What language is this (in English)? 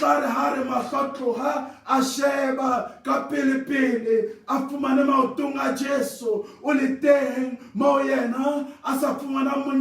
Southern Sotho